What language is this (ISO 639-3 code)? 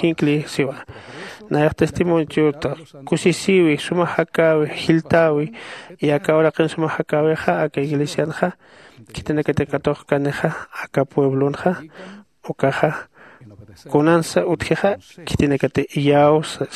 aym